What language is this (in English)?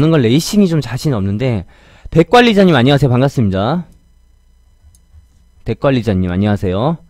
Korean